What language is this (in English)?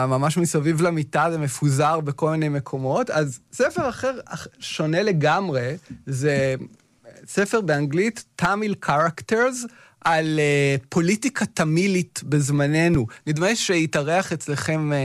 Hebrew